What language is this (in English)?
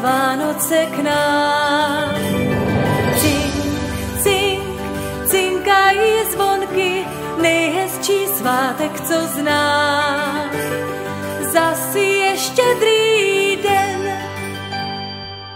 Czech